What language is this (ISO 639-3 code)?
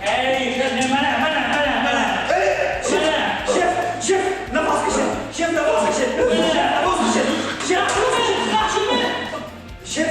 tgk